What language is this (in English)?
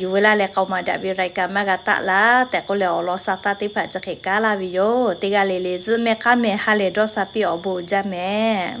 Lahu